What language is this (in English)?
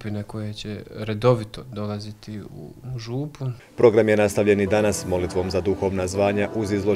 Croatian